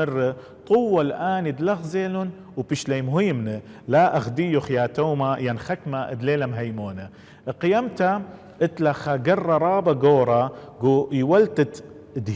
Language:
Assyrian Neo-Aramaic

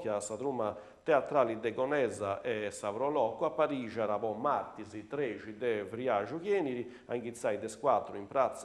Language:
Sardinian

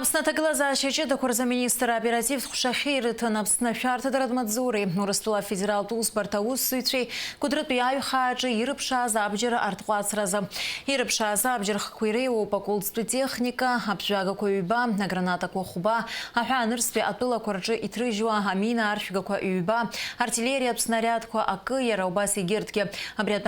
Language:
Abkhazian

